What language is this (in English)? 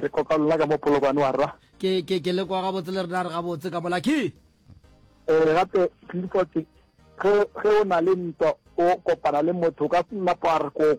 Northern Sotho